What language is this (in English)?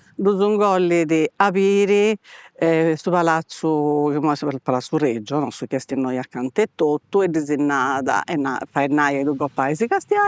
Sardinian